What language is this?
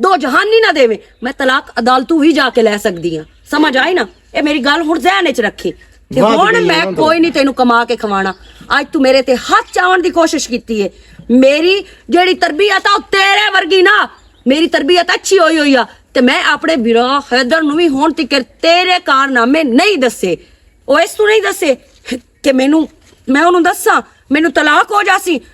Western Panjabi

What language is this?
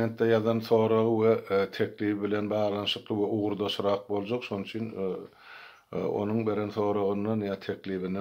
Turkmen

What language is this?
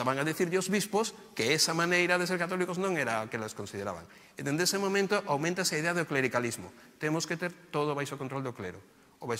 Galician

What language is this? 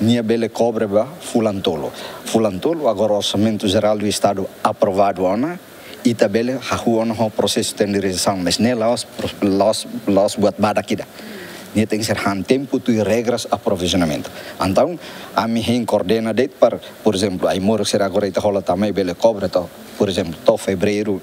Tetum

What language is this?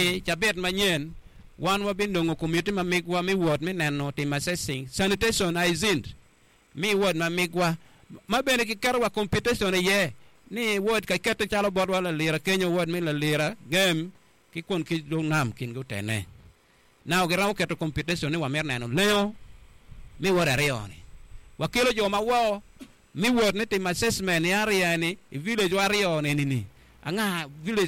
Acoli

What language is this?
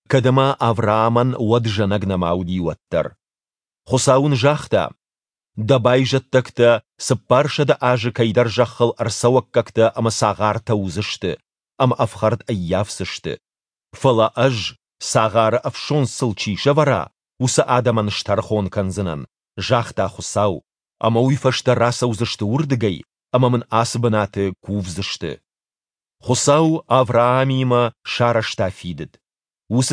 Ossetic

